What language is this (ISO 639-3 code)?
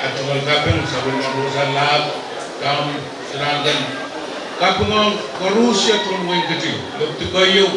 pon